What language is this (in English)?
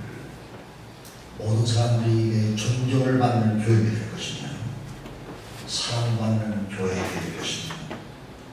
Korean